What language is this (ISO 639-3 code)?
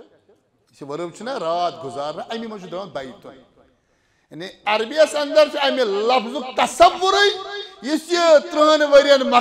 kas